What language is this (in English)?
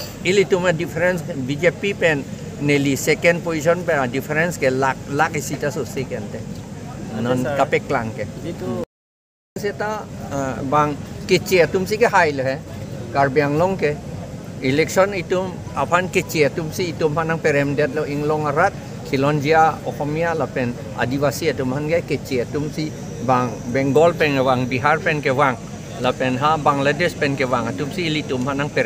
Karbi